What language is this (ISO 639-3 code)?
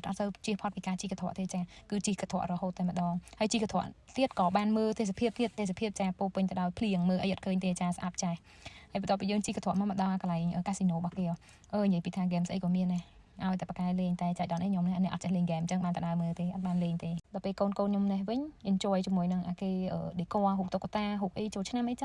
khm